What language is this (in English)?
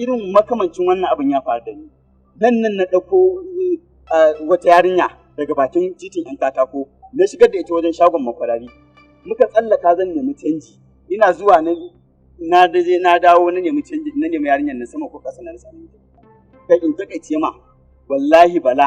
Hausa